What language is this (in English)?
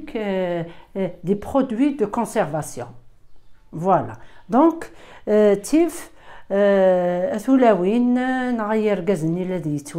Kabyle